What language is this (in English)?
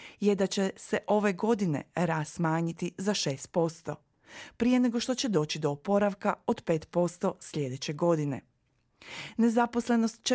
Croatian